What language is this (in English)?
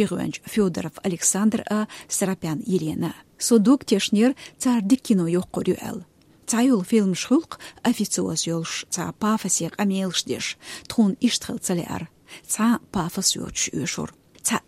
Chechen